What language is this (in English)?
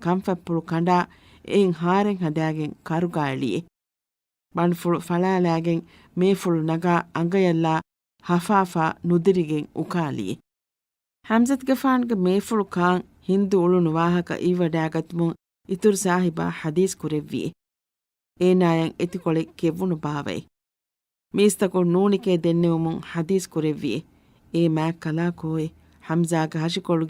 Divehi